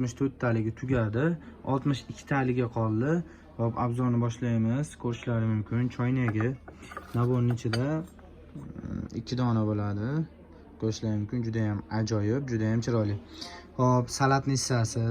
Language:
Uzbek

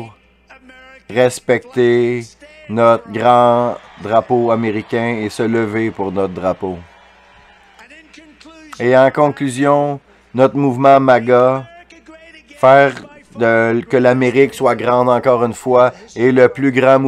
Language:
French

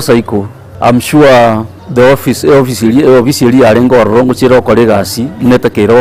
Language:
Gusii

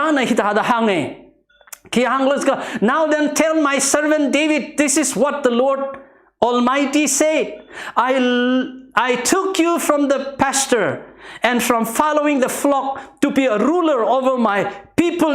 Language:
Tangkhul Naga (India)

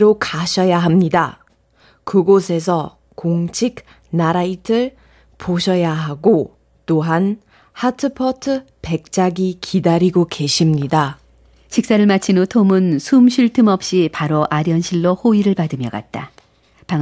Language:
Korean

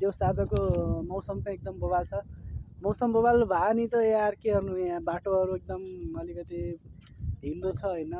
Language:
Nepali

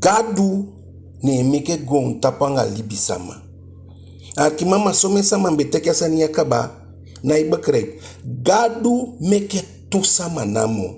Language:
Eastern Maroon Creole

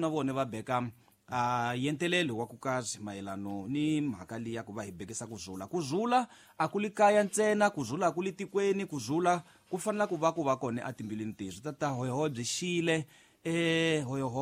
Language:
Tsonga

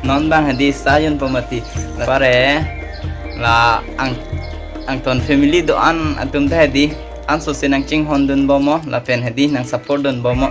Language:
Karbi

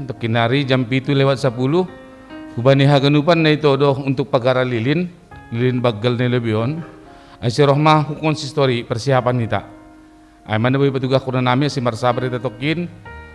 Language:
Batak Simalungun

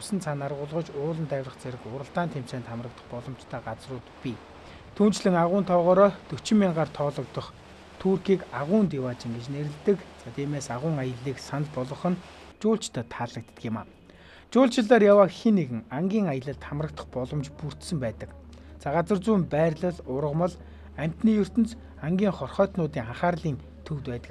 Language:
Mongolian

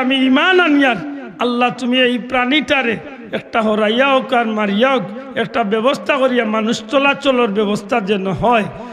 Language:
Sylheti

